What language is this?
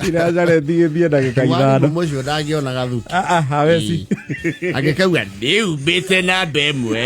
Kikuyu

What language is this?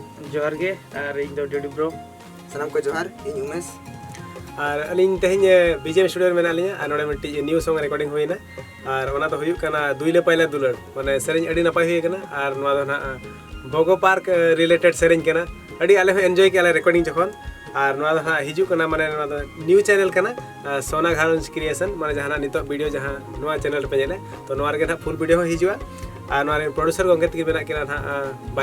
Santali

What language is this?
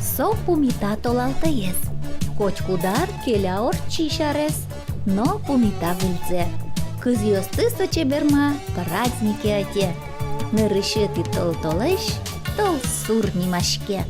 Udmurt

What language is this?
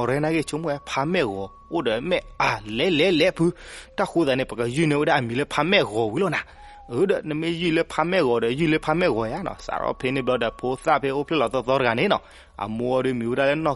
S'gaw Karen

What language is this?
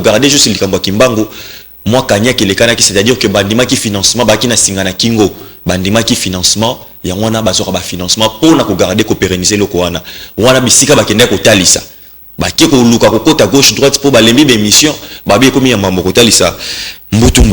Lingala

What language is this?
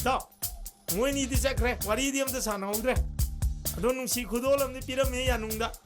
Manipuri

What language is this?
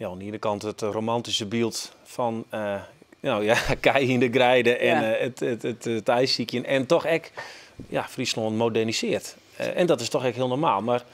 Western Frisian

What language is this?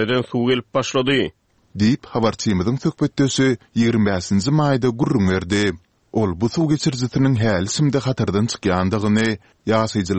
Turkmen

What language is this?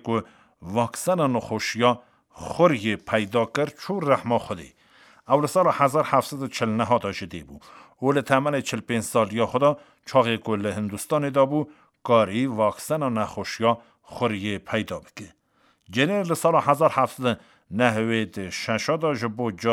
Kurdish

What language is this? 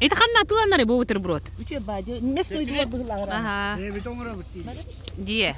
Yakut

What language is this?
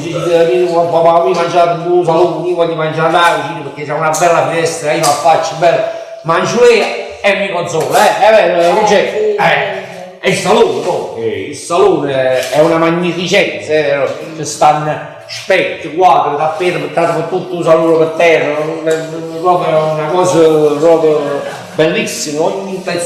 Neapolitan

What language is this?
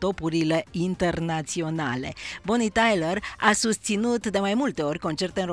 Romanian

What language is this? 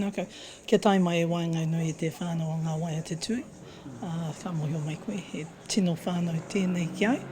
Māori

